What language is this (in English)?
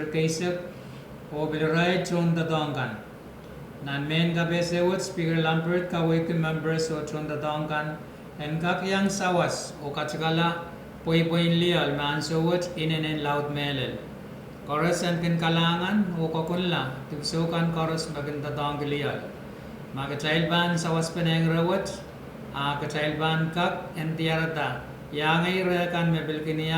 Pohnpeian